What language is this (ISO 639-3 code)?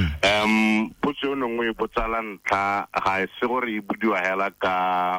tsn